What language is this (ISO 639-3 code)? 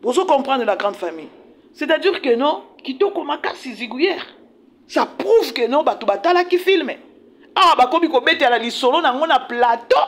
lin